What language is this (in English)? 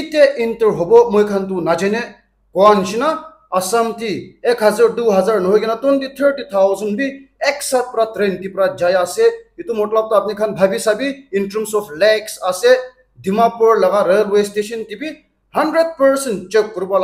Naga Pidgin